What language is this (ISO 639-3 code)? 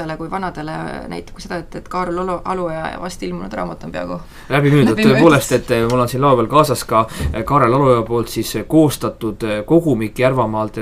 est